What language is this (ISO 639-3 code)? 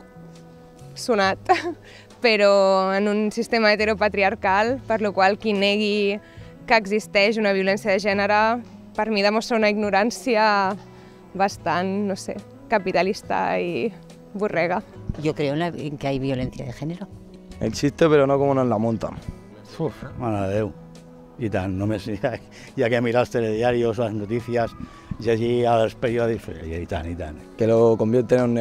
cat